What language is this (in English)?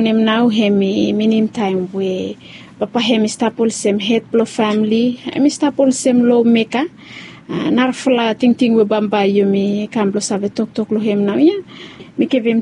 Bislama